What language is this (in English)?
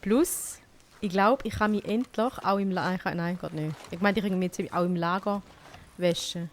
Swiss German